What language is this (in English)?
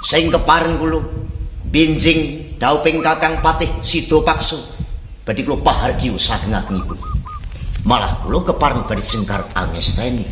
Javanese